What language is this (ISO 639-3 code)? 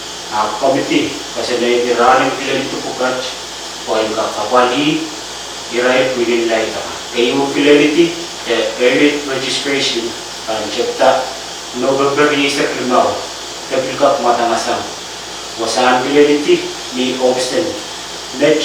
pon